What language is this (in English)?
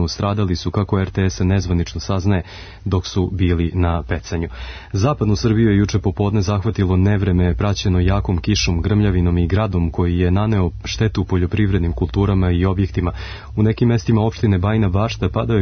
Serbian